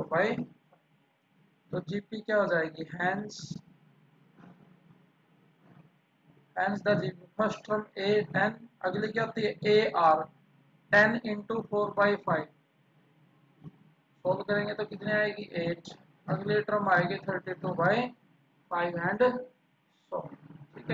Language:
Hindi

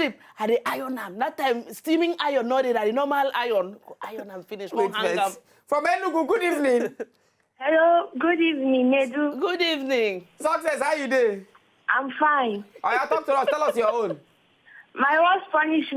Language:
Nigerian Pidgin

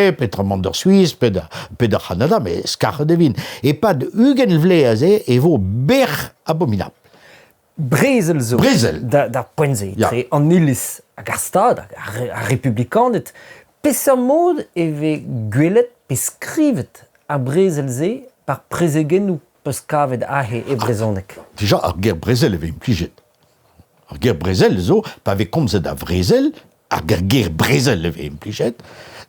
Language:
Breton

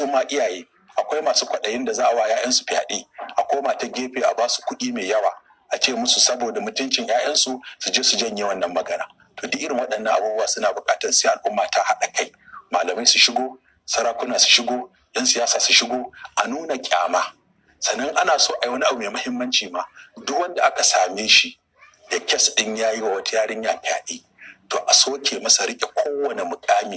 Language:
Hausa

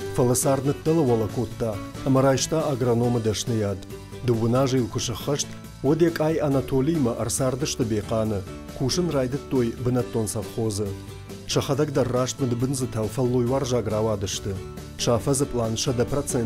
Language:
Ossetic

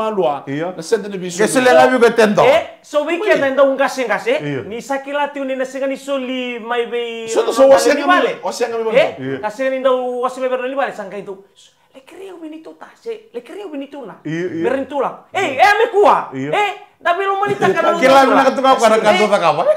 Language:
Fijian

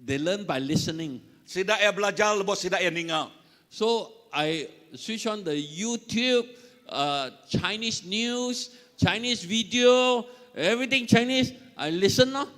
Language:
Iban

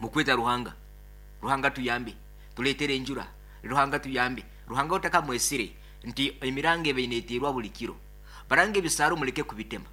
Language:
Nyankole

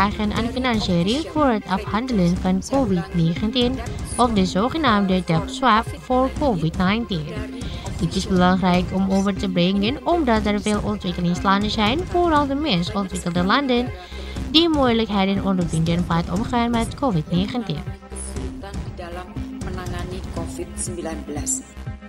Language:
Dutch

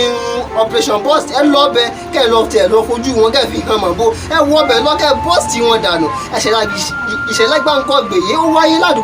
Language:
Yoruba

